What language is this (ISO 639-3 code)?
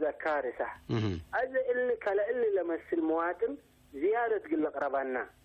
tig